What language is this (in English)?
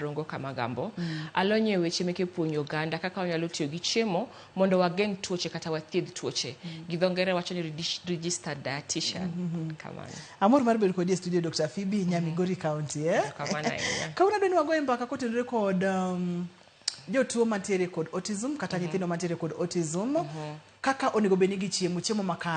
Luo (Kenya and Tanzania)